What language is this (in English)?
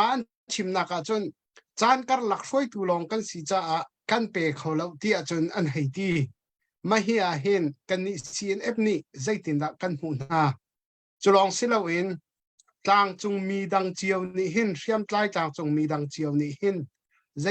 Hakha Chin